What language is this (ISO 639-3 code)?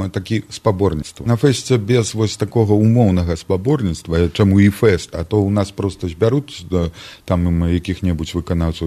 bel